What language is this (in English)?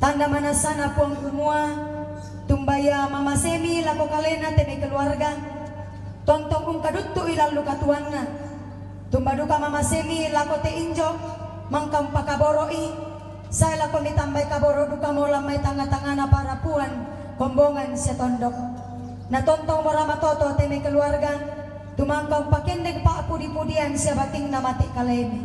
Toraja-Sa'dan